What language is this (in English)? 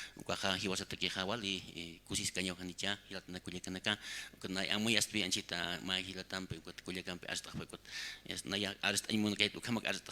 Aymara